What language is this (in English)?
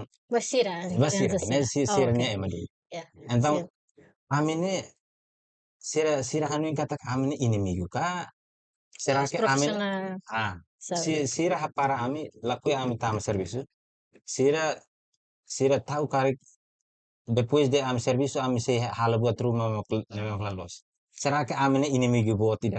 Tetum